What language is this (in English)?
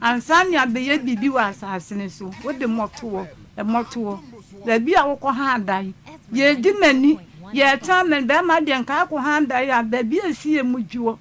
Akan